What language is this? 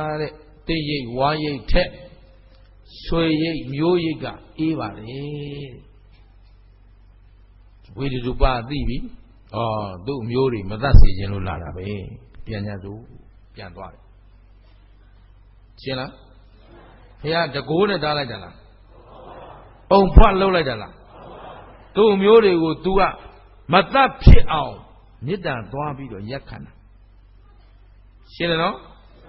Burmese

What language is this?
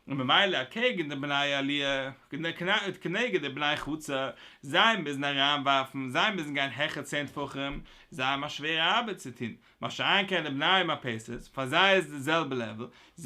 Yiddish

